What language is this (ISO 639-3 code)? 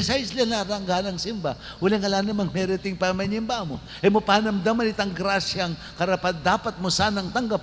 pam